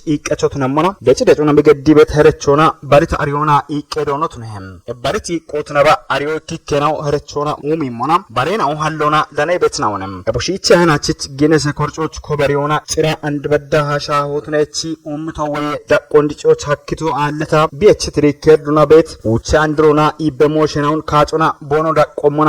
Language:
Kafa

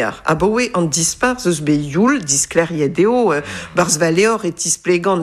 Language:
Breton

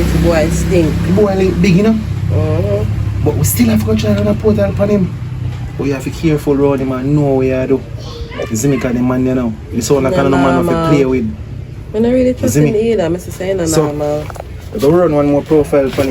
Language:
Jamaican Creole English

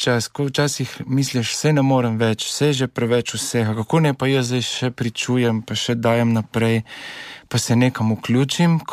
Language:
Slovenian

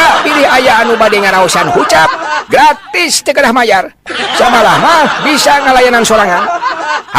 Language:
Sundanese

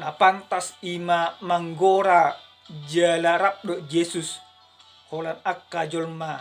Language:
Batak Toba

